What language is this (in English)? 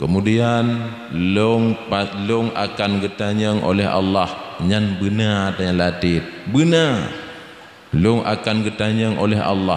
Achinese